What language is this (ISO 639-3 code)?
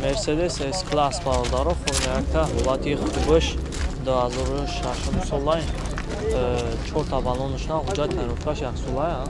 tgk